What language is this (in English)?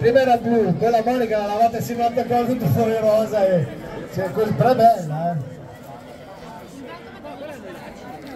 Italian